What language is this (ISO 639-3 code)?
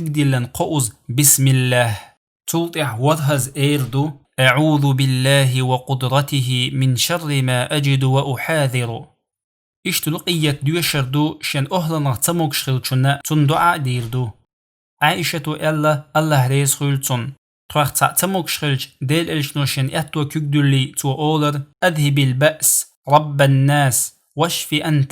che